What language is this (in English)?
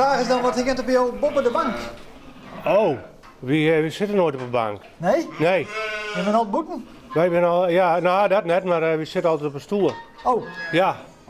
Western Frisian